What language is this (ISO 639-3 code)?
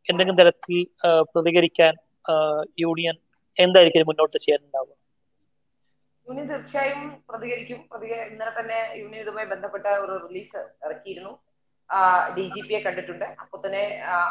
mal